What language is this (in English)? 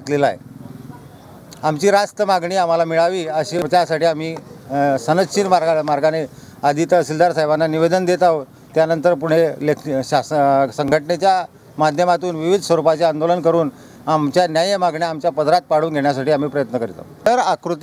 Marathi